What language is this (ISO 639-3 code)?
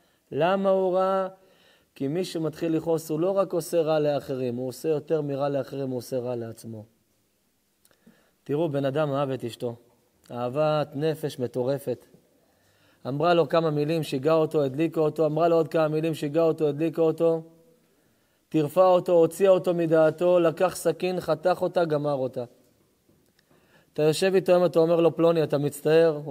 heb